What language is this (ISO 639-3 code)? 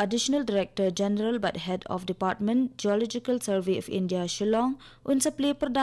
kha